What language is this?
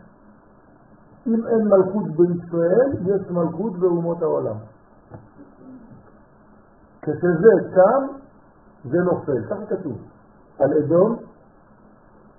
Hebrew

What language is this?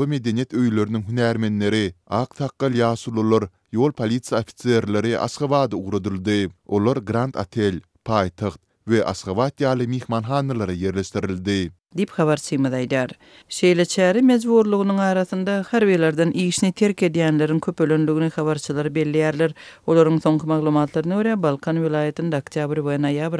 Turkmen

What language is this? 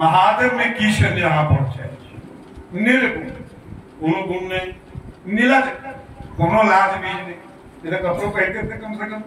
Maithili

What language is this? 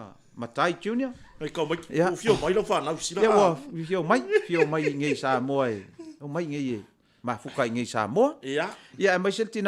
Samoan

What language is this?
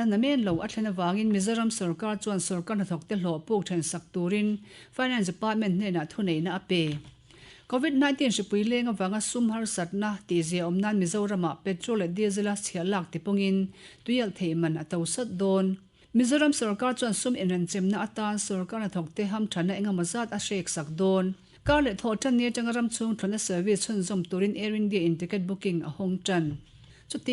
Mizo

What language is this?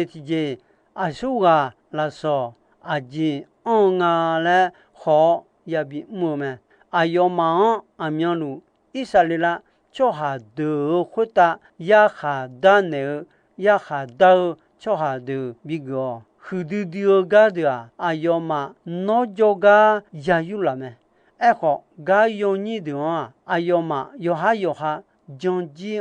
Akha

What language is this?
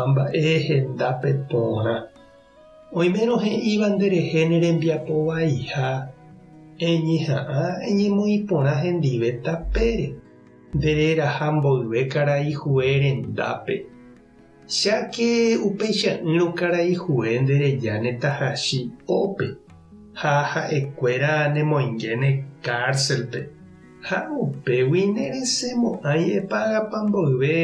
Guarani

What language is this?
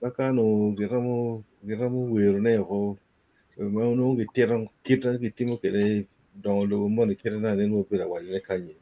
Acoli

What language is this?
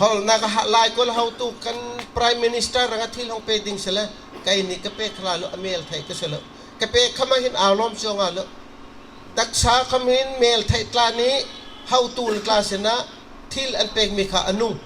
Bawm Chin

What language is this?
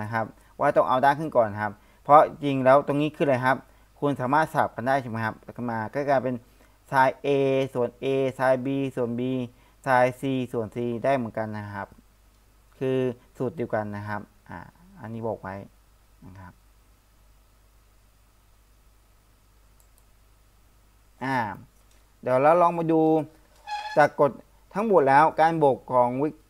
Thai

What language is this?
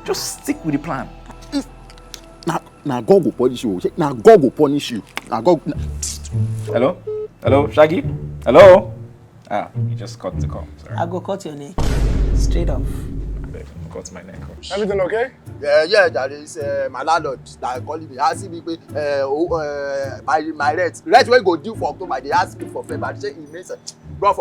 Nigerian Pidgin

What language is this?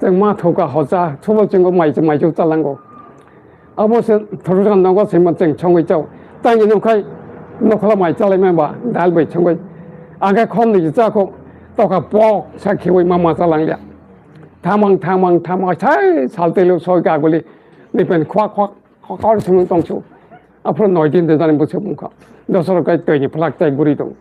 Kok Borok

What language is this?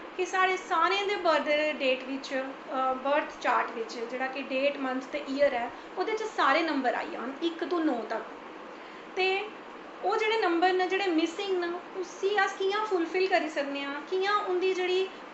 Dogri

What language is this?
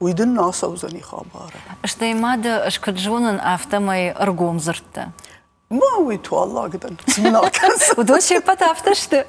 Ossetic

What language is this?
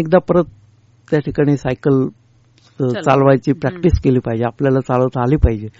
Marathi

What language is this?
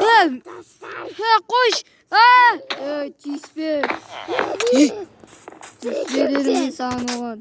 Kazakh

